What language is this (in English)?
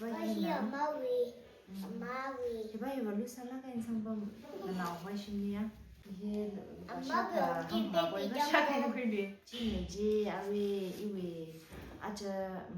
Tangkhul Naga (India)